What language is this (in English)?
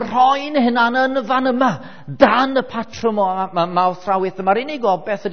Welsh